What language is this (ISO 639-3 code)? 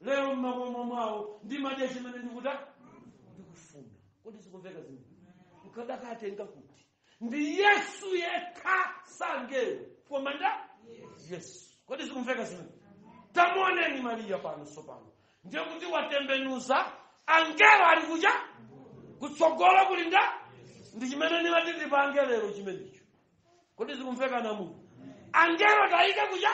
nya